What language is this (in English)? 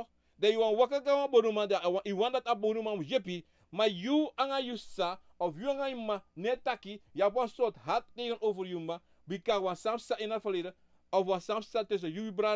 Sranan Tongo